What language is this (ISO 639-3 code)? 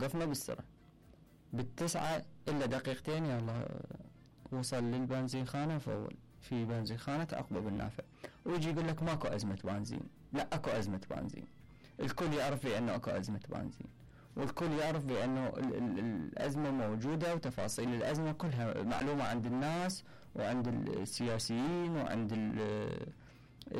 acm